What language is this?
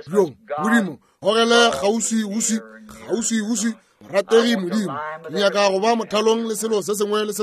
Northern Sotho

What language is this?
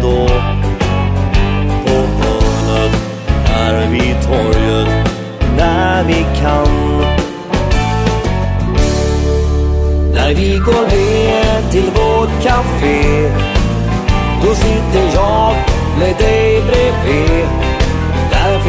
Swedish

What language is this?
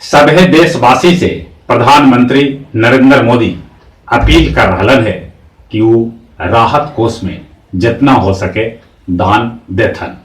Magahi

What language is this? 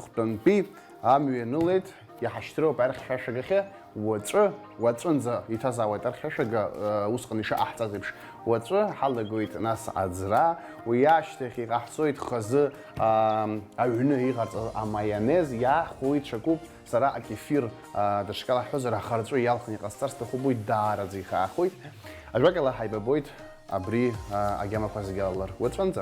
Abkhazian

